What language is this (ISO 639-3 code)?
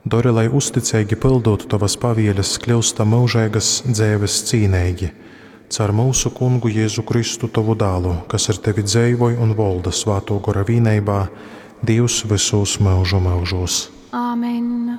ltg